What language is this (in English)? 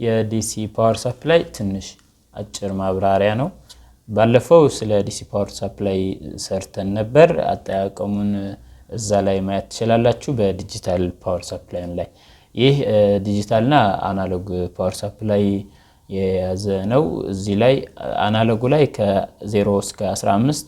Amharic